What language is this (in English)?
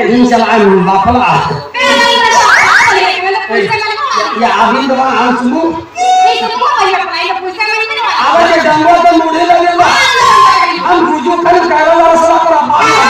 Santali